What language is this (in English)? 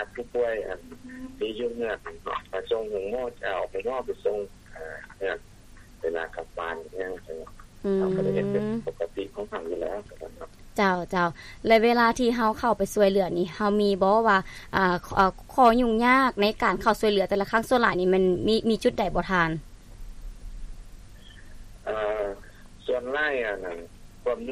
Lao